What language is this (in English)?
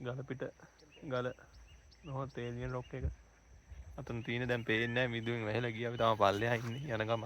Sinhala